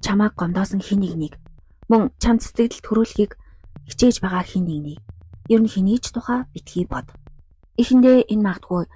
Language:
Mongolian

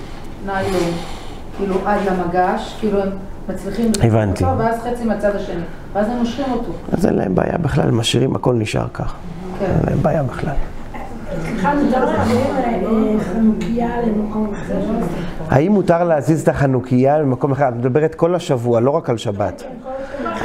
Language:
Hebrew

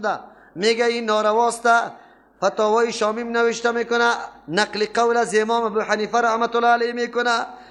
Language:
Persian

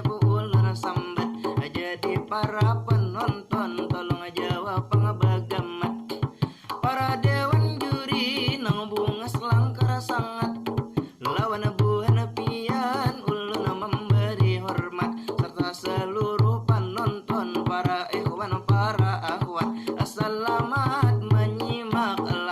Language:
Banjar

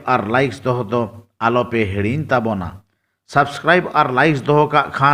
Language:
Santali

